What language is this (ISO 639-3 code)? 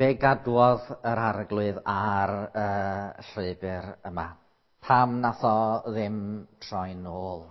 cym